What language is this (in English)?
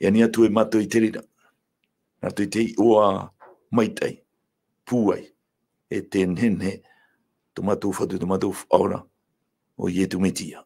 Tahitian